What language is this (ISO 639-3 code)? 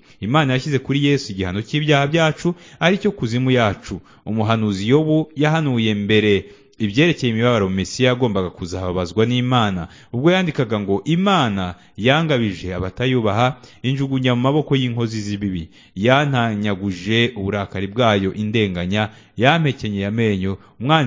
kin